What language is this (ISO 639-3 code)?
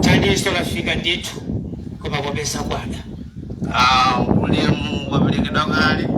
nya